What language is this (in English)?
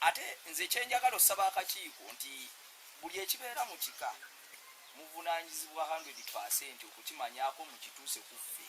Ganda